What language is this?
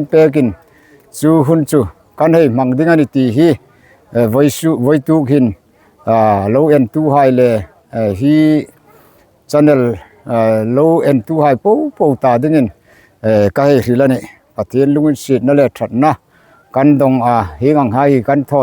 Hmar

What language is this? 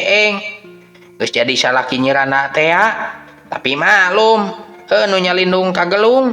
Sundanese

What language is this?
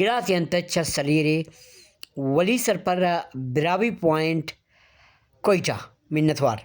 Brahui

